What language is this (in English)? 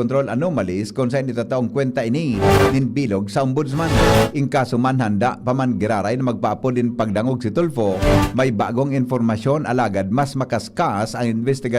Bikol